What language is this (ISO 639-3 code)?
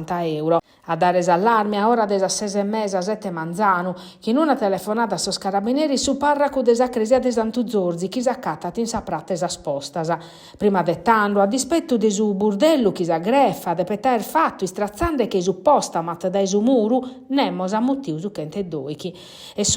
srd